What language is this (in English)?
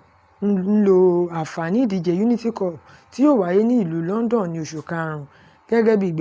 Yoruba